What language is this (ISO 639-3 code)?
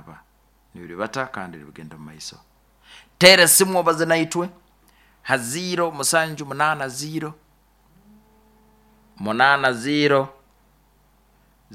nyo